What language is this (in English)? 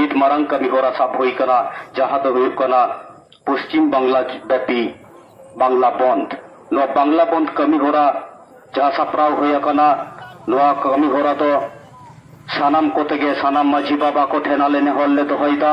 Santali